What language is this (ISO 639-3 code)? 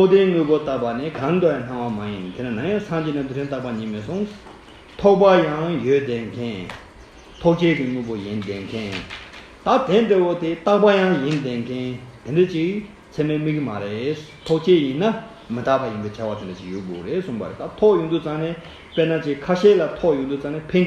bod